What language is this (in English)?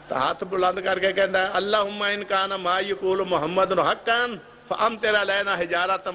Urdu